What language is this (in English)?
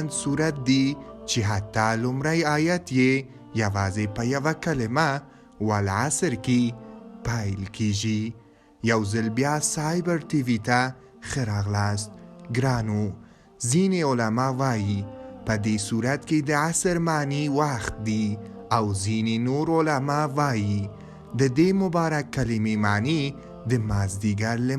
Pashto